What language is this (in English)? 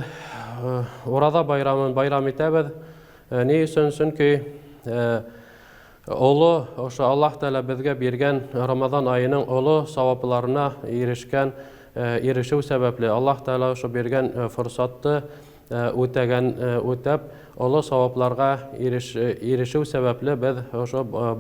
Bashkir